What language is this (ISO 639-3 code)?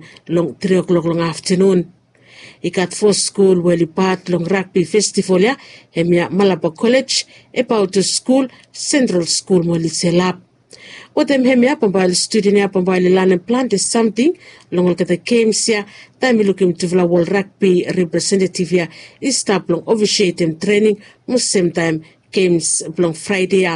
bis